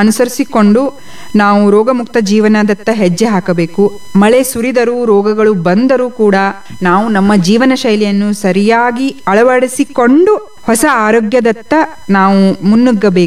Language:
Kannada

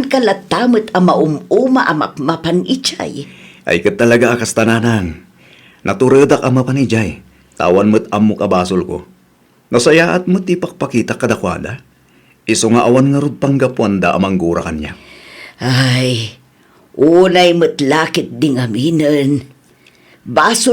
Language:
Iloko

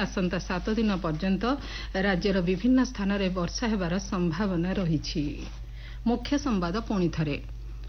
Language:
Odia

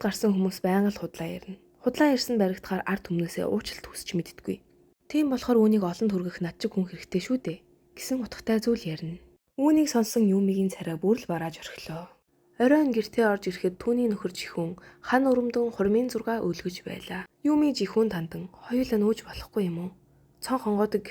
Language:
Mongolian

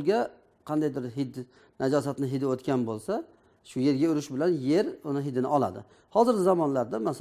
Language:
Uzbek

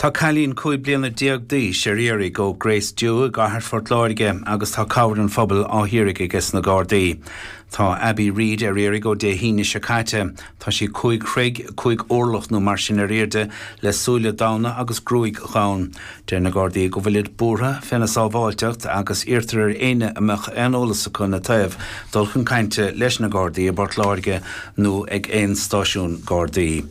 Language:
Irish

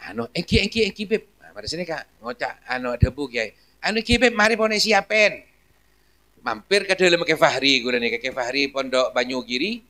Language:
Madurese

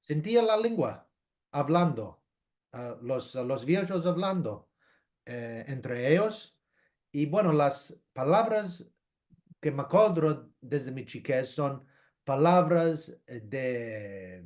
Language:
Ladino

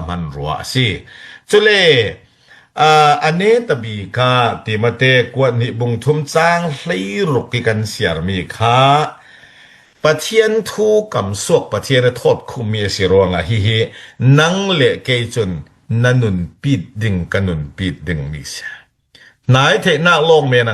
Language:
Falam Chin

